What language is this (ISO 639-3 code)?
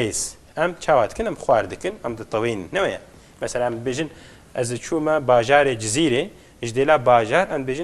kur